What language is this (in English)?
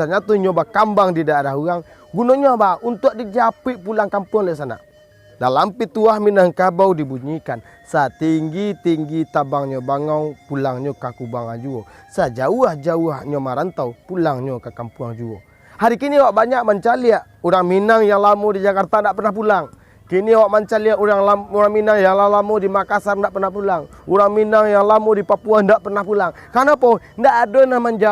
Minangkabau